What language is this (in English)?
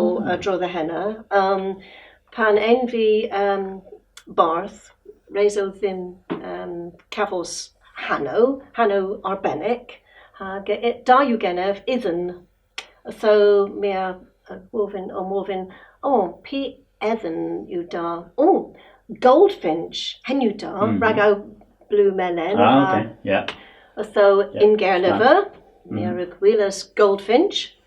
Cornish